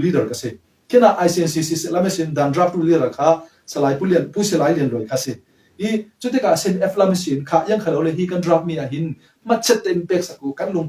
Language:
Falam Chin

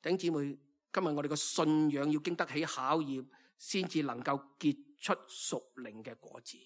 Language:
Cantonese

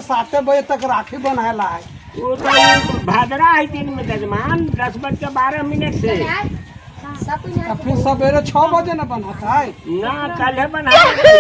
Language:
Magahi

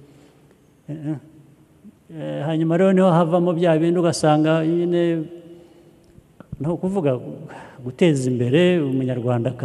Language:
Kinyarwanda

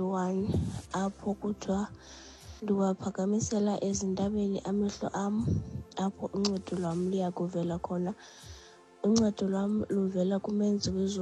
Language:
Xhosa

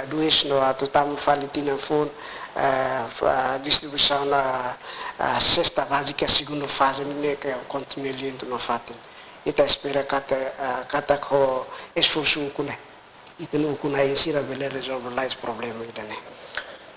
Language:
Tetum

